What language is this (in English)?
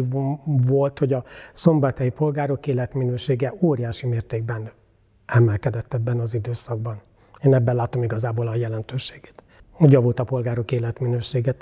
Hungarian